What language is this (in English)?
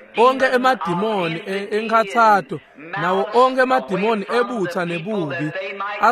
Swati